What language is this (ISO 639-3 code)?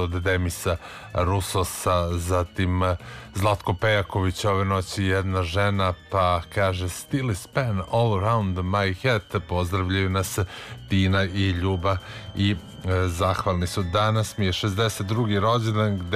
srp